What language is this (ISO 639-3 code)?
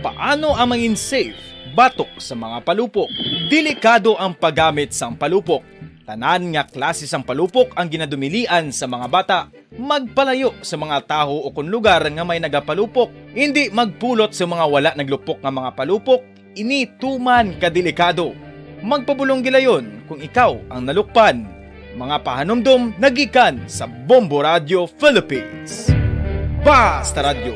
hil